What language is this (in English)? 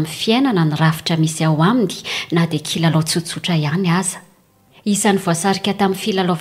Malagasy